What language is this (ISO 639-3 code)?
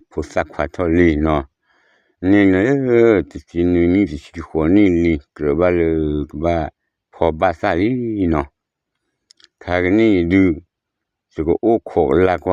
ksw